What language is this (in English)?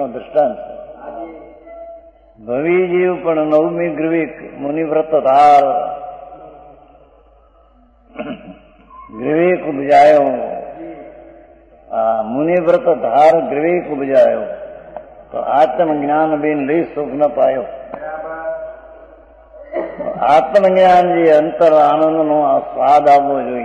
Gujarati